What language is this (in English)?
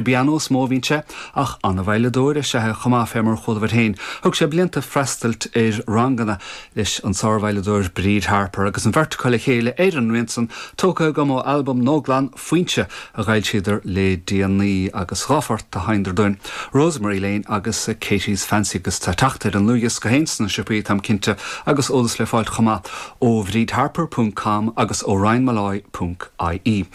Irish